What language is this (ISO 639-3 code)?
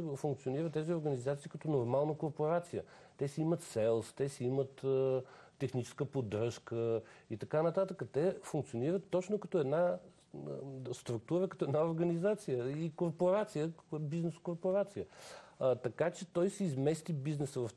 bul